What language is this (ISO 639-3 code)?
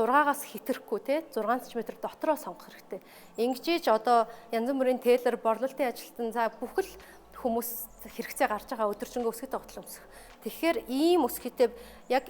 mon